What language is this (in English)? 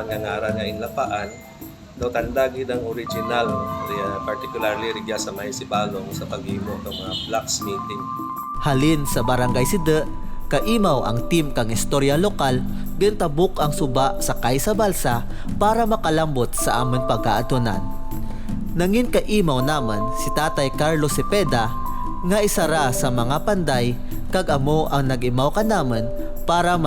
Kinaray-a